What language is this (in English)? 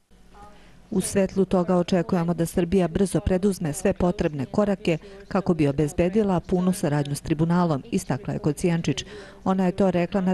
Serbian